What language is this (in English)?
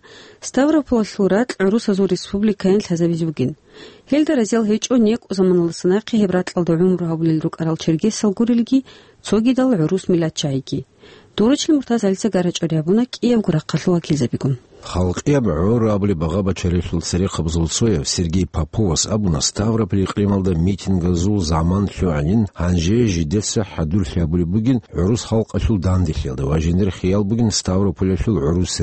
Avaric